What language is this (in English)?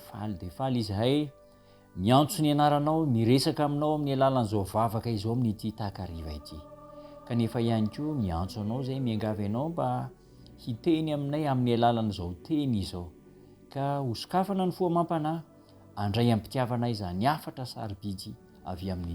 Malagasy